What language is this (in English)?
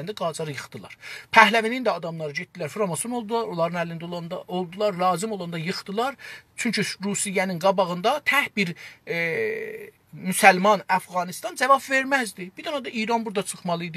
South Azerbaijani